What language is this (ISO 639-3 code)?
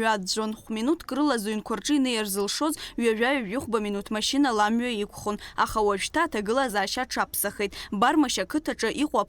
abk